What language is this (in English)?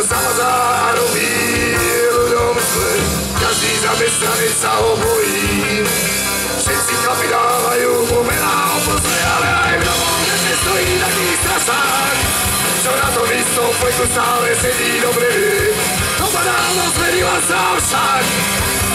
Slovak